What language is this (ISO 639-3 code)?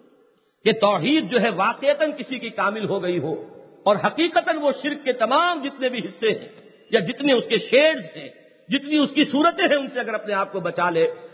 urd